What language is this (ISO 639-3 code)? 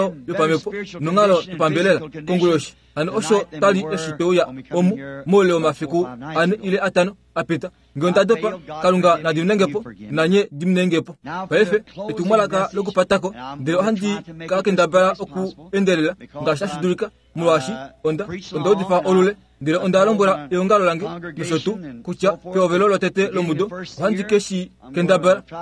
kua